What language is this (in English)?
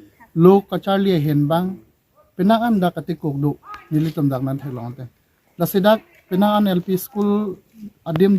Karbi